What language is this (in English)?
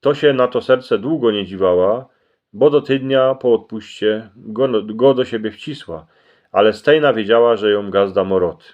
Silesian